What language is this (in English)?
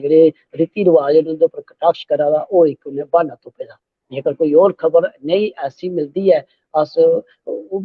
Dogri